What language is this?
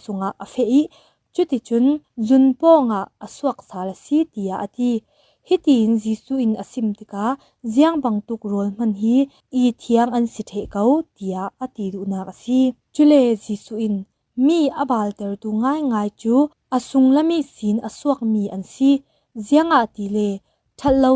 Falam Chin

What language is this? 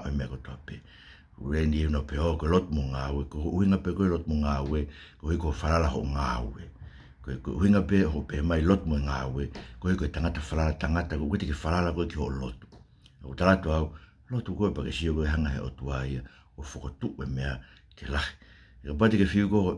Tongan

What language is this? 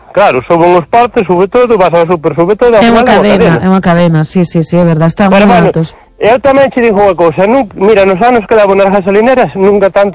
Galician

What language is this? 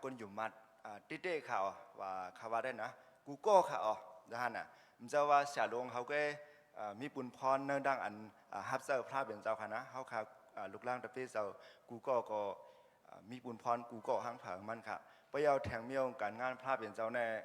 Shan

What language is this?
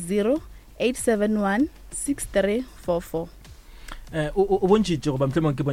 Northern Sotho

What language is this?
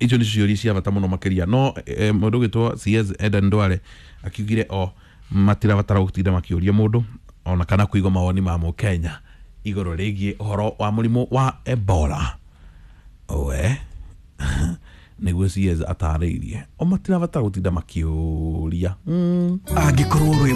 Kikuyu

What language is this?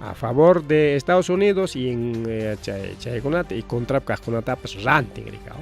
Ayacucho Quechua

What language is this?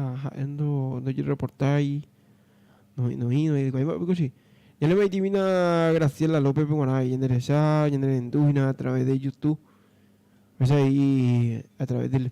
Guarani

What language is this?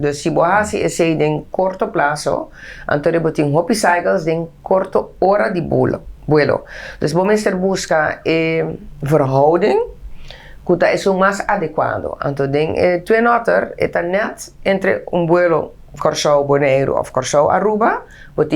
Papiamento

